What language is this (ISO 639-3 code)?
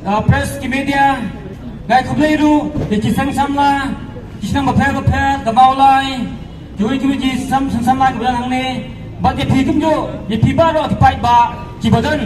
kha